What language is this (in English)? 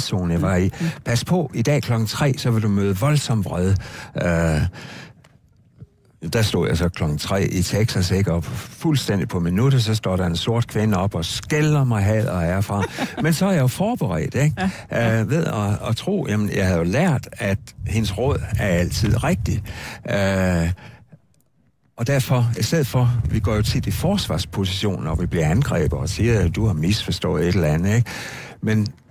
Danish